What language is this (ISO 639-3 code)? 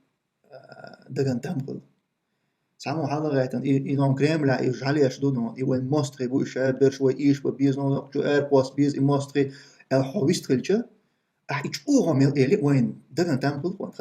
che